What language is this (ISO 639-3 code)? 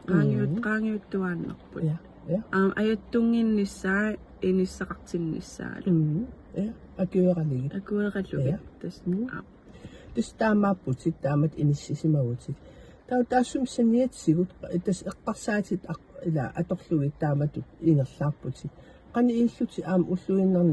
kal